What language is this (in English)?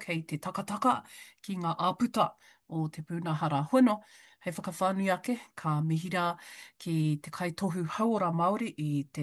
Māori